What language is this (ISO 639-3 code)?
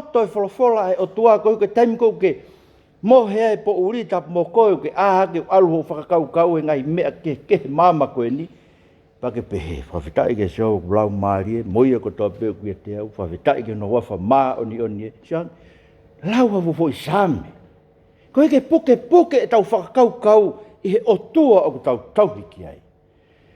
ton